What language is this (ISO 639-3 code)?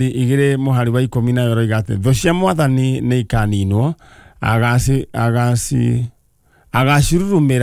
kik